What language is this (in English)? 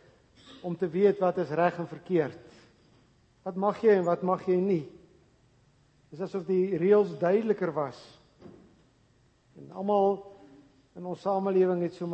Afrikaans